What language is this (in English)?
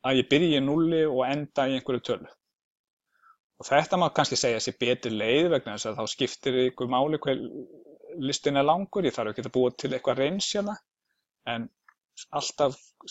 Icelandic